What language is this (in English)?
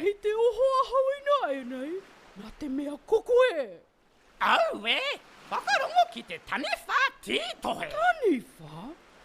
Māori